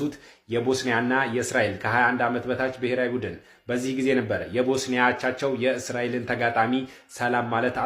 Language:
Amharic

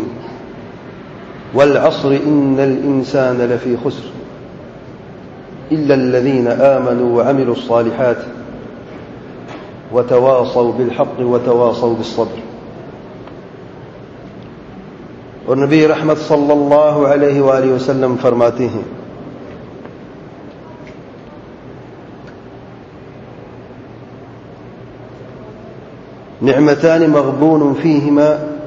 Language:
Urdu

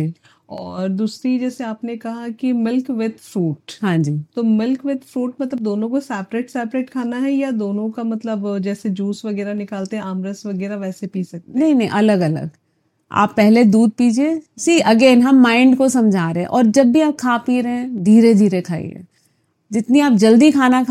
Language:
Hindi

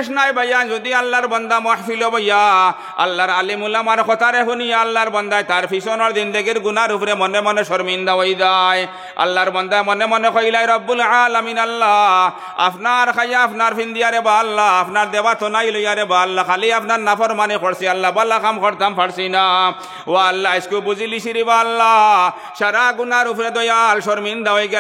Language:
Sylheti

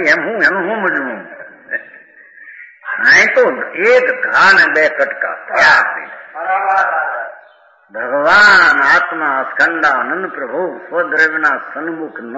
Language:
Gujarati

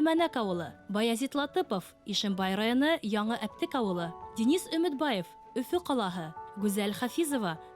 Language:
Bashkir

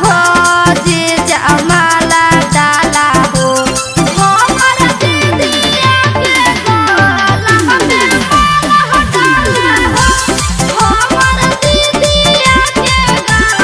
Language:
Magahi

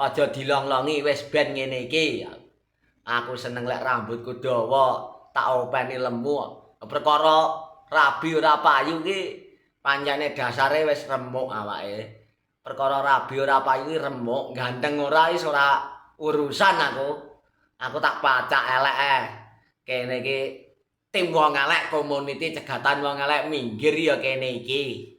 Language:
Javanese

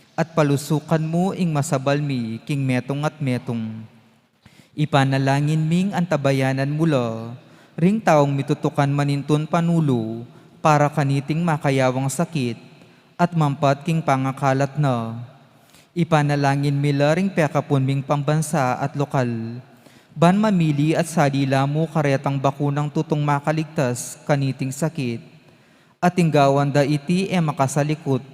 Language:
Pampanga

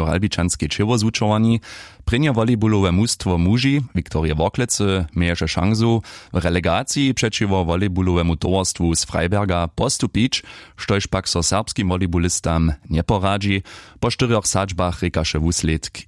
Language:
Upper Sorbian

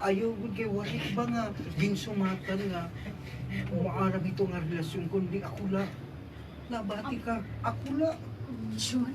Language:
Waray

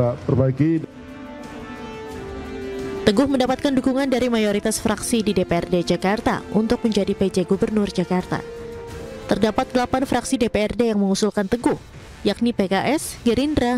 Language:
Indonesian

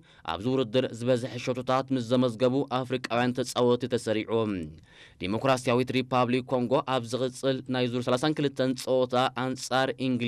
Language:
Tigrinya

